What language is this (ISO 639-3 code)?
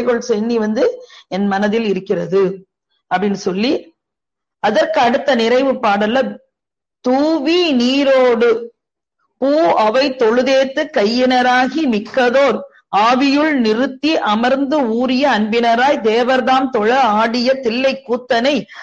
tam